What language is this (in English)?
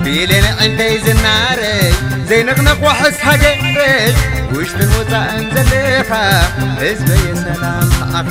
Tigrinya